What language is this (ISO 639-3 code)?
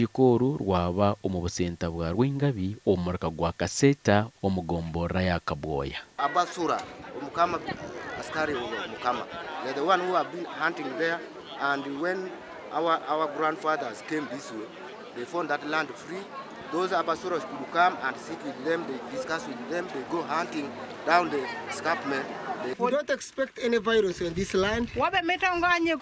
nyn